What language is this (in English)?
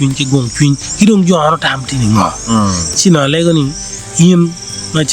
Acoli